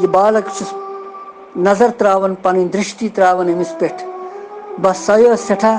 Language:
Kashmiri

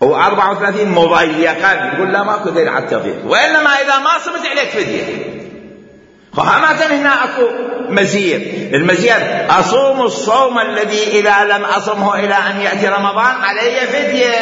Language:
Mesopotamian Arabic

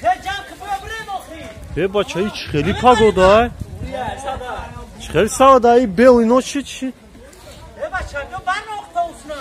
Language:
Tajik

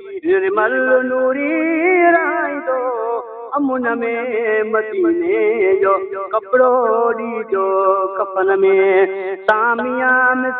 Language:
Sindhi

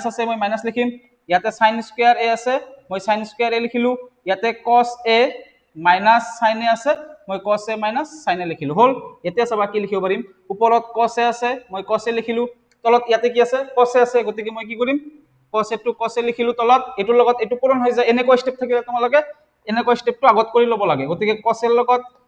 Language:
Assamese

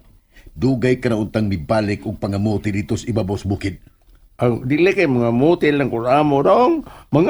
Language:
Cebuano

